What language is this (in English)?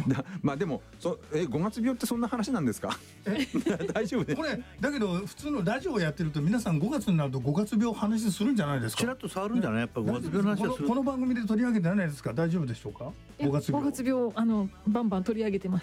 Japanese